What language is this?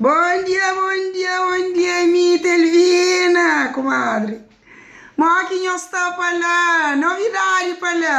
Kabuverdianu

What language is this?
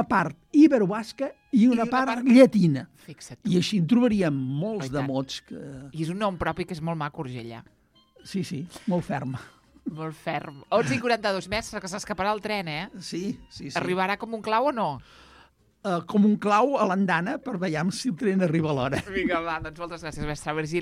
Catalan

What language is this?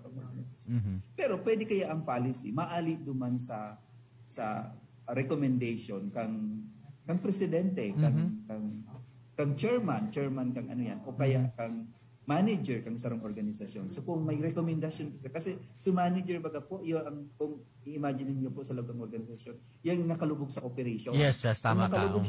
Bikol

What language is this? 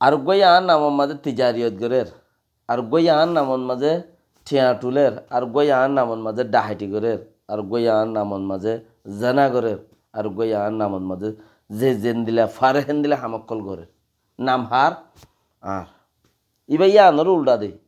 Rohingya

